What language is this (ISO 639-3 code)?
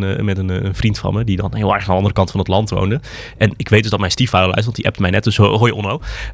nld